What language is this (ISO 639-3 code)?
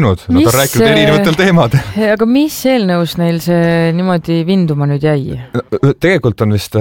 est